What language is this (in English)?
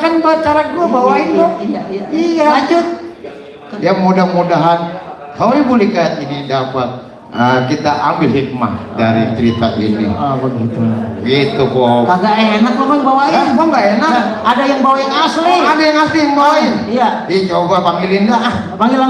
Betawi